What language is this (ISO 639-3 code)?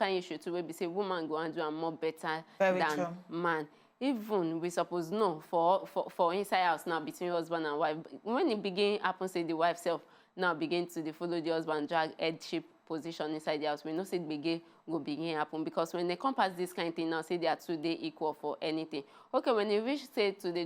pcm